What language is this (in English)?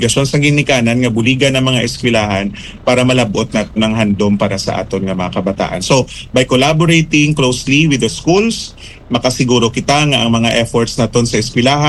Hiligaynon